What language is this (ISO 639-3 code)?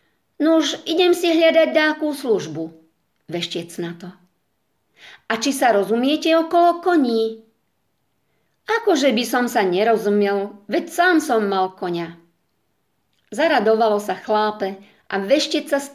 slk